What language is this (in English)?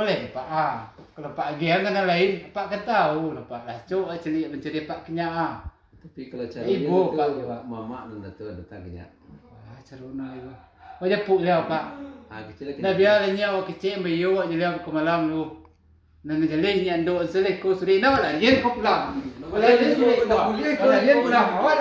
Minangkabau